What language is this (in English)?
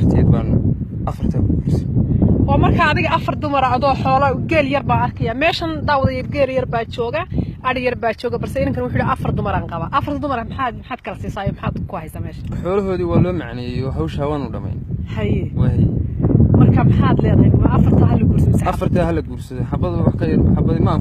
Somali